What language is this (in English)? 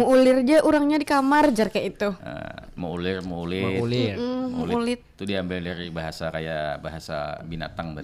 Banjar